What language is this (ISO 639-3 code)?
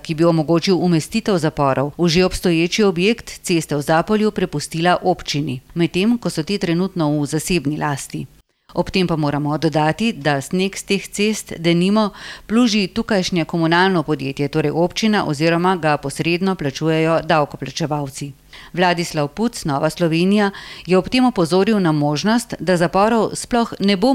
slv